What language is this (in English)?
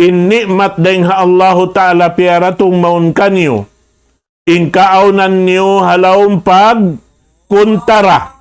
Tausug